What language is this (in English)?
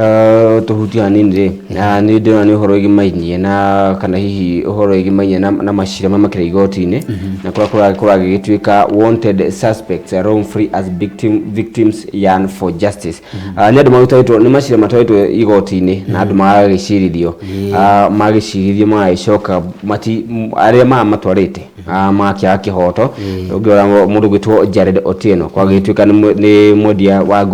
Kikuyu